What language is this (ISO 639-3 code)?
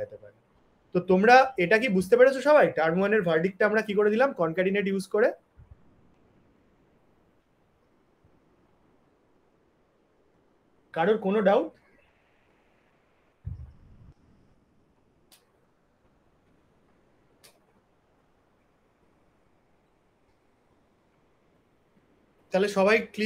ben